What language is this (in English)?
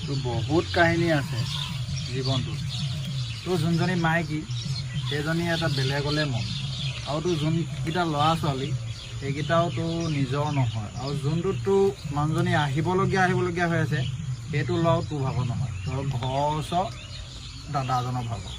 Assamese